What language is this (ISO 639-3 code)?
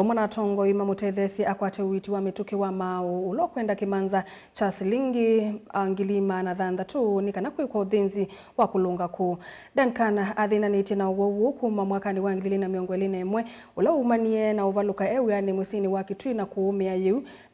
kam